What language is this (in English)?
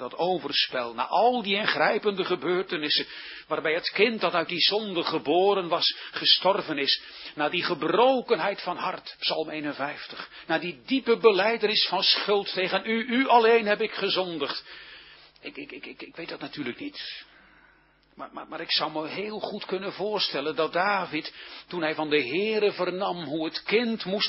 Dutch